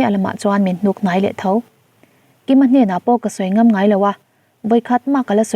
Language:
Mizo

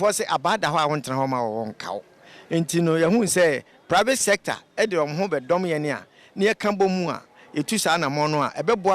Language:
Akan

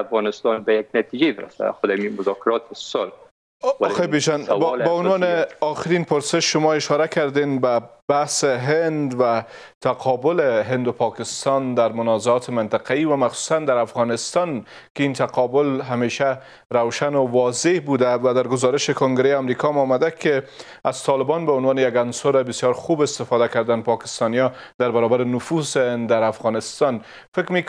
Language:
Persian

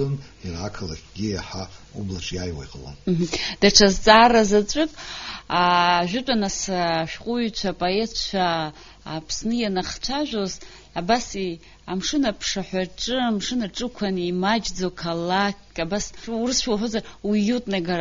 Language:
Abkhazian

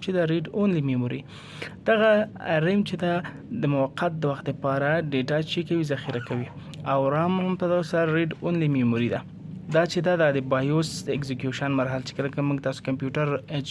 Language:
Pashto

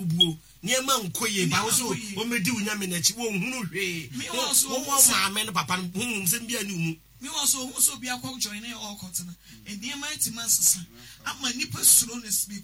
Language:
Akan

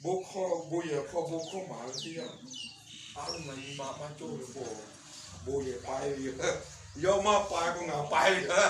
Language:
Lahu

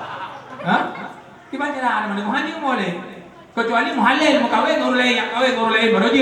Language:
Achinese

